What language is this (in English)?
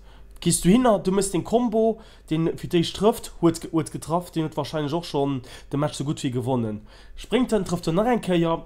Luxembourgish